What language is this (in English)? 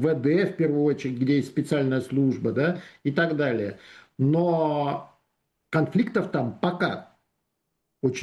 Russian